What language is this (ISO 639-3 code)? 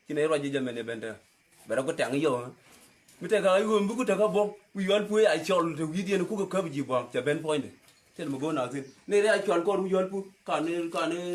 nus